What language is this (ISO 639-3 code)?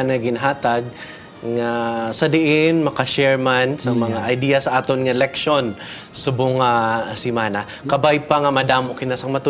hil